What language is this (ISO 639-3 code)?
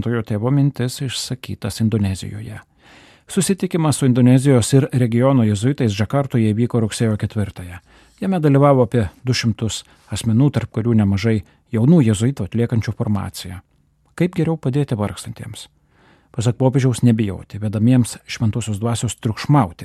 lit